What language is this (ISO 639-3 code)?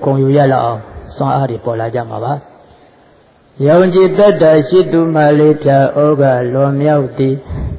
mya